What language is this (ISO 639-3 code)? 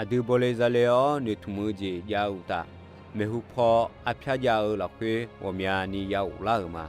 ahk